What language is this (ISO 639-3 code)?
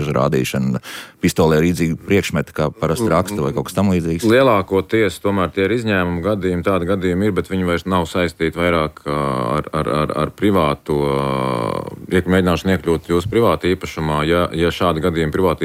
lav